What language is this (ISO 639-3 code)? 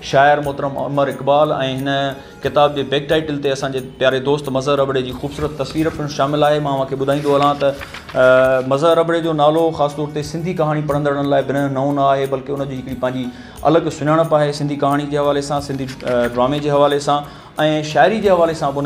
snd